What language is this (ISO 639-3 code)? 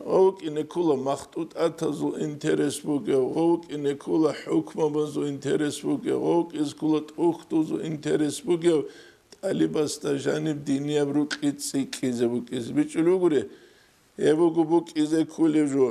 ava